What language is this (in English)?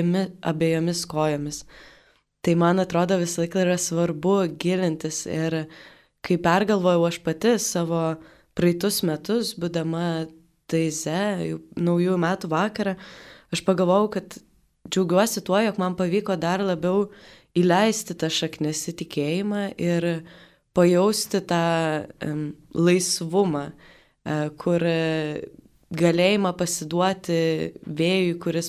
Lithuanian